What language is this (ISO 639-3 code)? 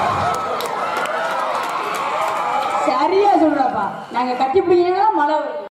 tam